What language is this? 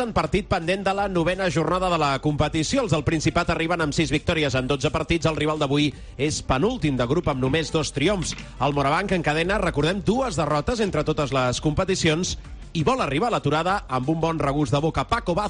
Catalan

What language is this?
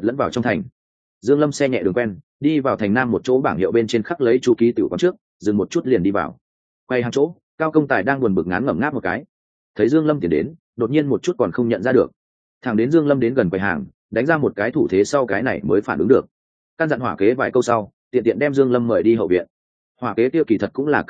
Vietnamese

